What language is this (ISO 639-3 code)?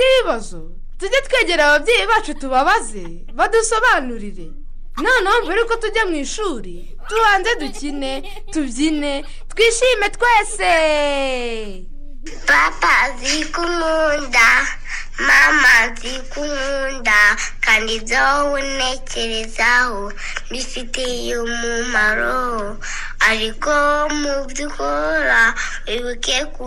kin